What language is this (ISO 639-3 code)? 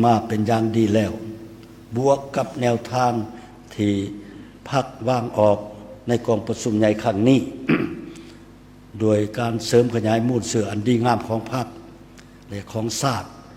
lao